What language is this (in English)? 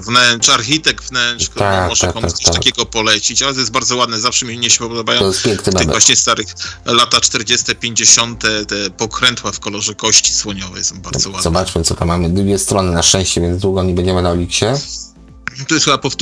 Polish